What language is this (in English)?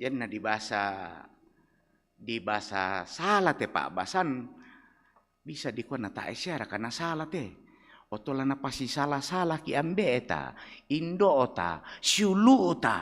Toraja-Sa'dan